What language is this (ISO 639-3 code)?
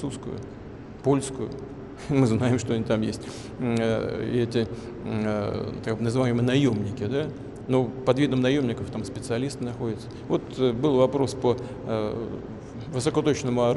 rus